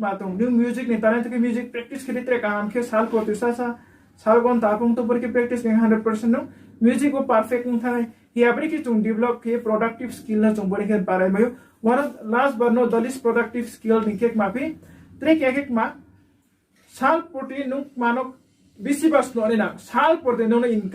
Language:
Riang (India)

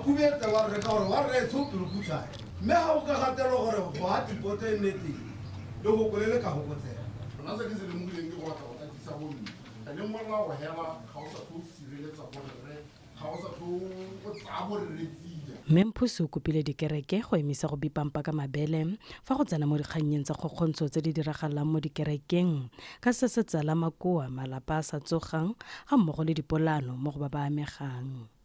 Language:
Tswana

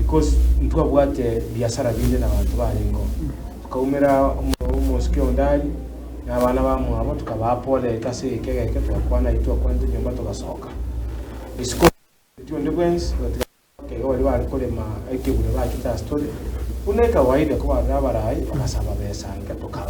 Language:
Gusii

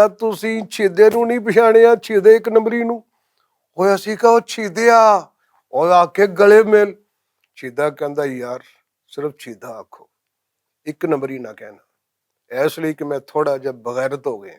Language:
Western Panjabi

